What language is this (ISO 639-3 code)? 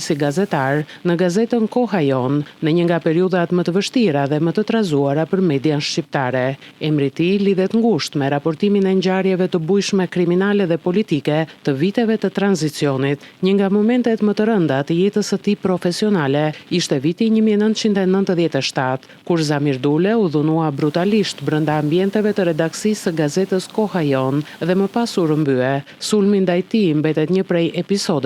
sqi